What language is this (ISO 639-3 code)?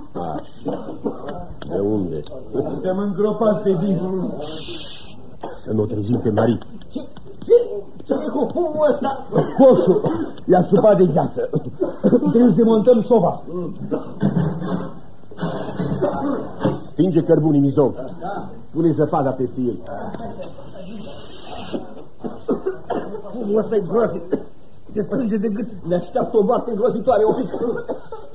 ron